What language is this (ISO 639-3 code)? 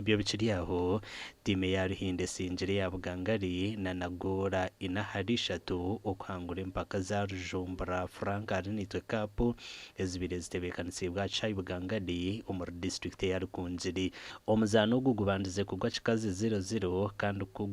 nyn